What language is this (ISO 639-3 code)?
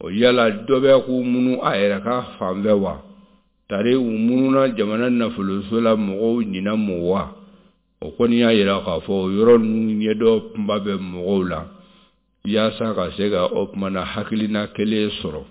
bam